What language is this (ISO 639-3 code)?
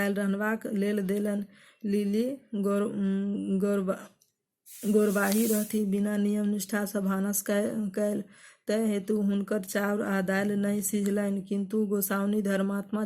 mai